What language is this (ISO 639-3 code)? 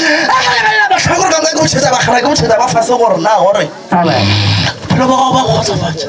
nso